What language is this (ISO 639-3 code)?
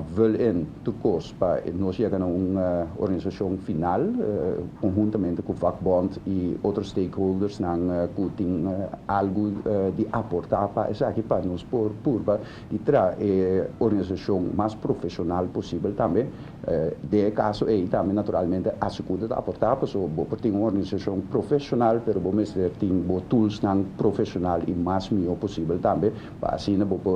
pap